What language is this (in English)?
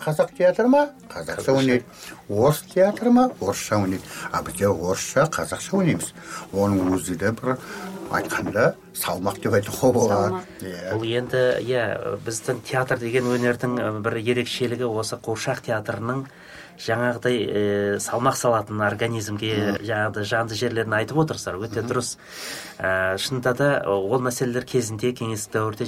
Kazakh